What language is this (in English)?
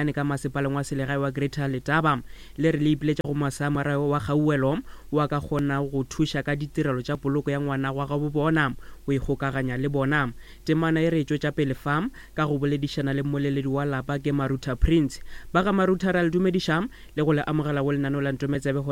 Northern Sotho